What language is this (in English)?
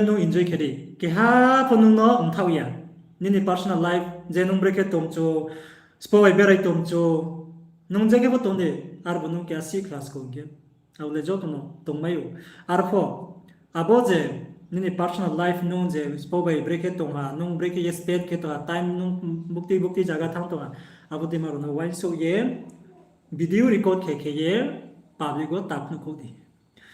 Riang (India)